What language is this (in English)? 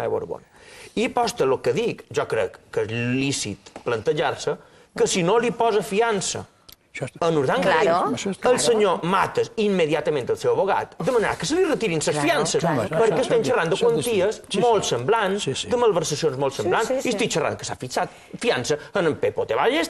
Catalan